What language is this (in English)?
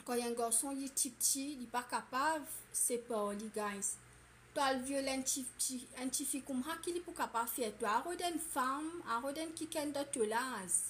Morisyen